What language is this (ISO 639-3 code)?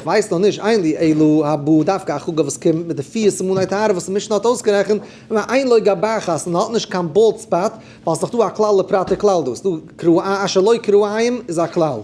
yid